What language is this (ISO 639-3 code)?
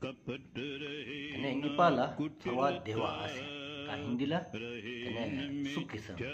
sbu